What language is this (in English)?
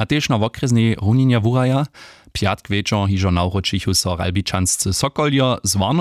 Upper Sorbian